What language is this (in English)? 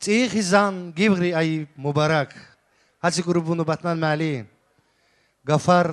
Tabassaran